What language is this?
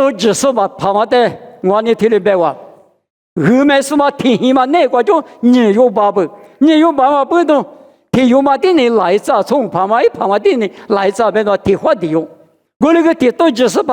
Lisu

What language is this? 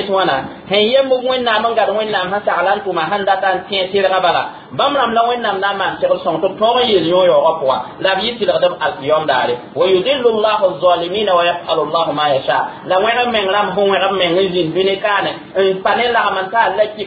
Mossi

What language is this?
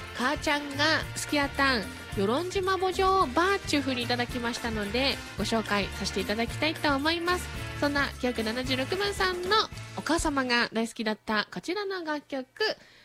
Japanese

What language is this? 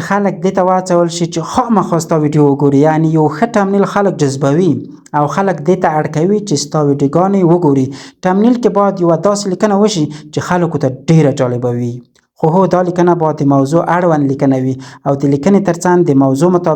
Pashto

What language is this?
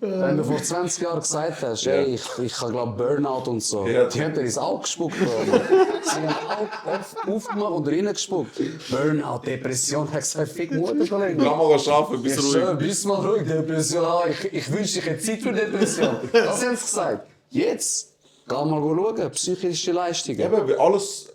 Swiss German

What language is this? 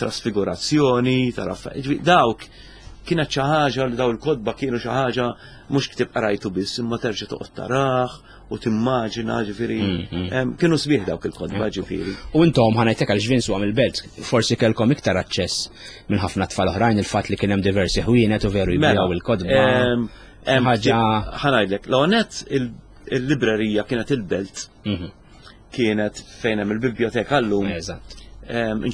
Maltese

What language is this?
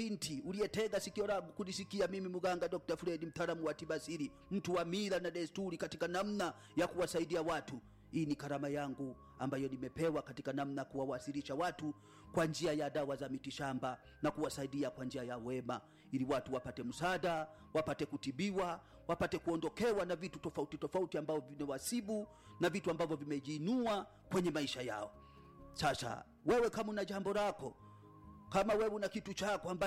Swahili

